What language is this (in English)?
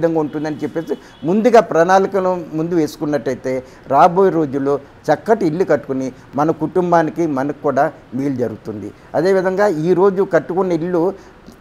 Telugu